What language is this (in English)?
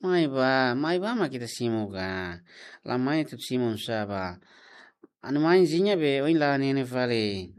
Tetum